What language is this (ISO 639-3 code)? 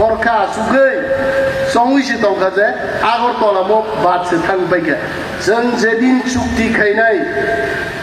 trp